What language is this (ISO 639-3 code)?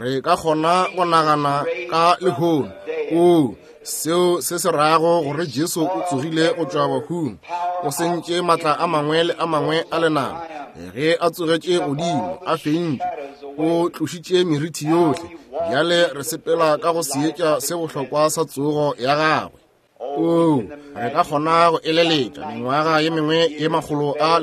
nso